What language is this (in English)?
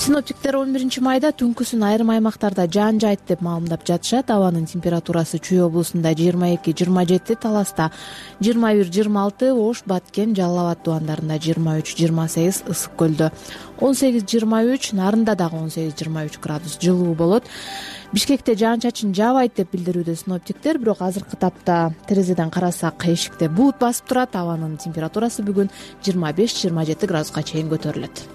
Kyrgyz